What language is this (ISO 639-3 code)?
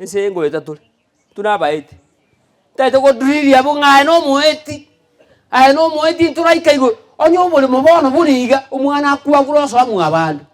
guz